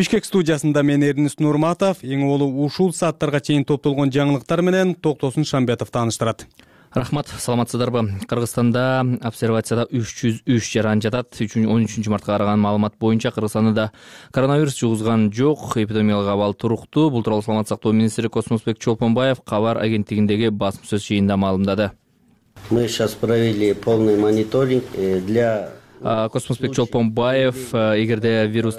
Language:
Kyrgyz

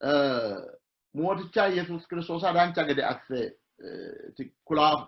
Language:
Sidamo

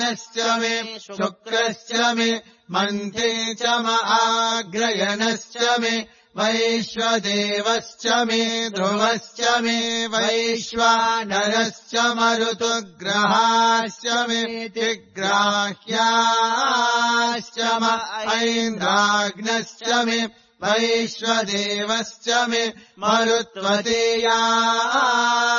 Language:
Sanskrit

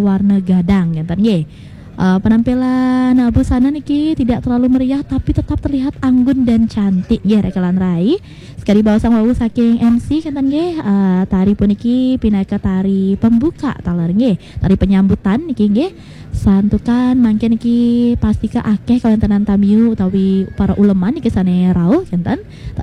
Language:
Balinese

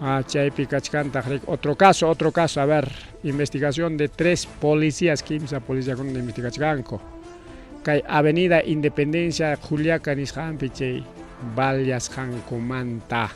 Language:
Ayacucho Quechua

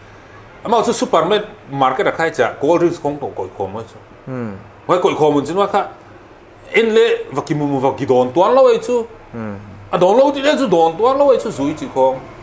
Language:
Paite Chin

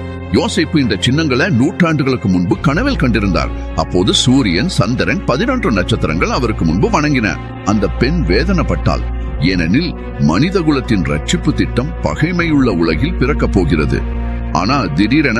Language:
Tamil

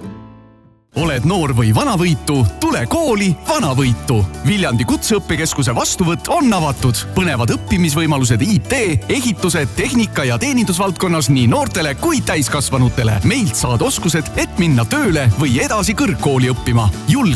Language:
Estonian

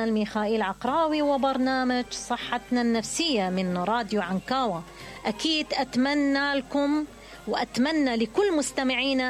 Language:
Mesopotamian Arabic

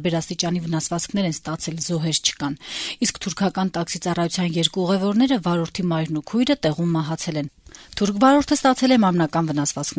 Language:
Armenian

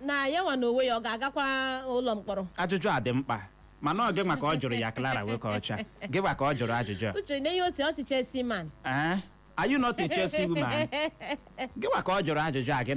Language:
Igbo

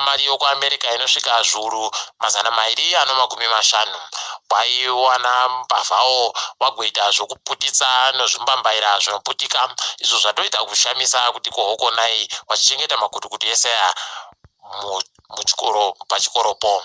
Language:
Ndau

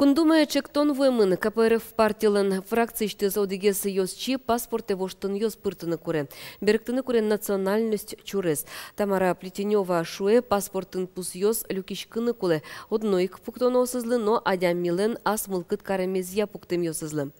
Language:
Udmurt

